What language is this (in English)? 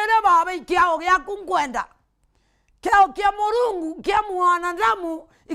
Meru